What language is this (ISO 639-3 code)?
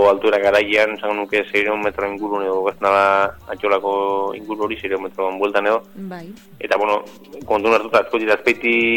eus